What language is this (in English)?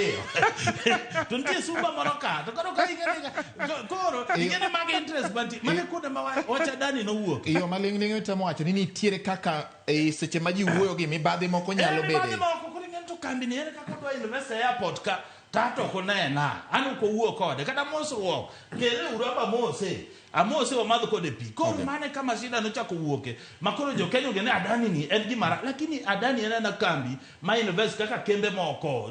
Luo (Kenya and Tanzania)